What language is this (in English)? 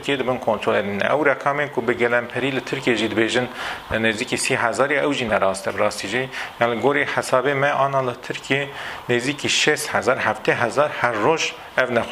Kurdish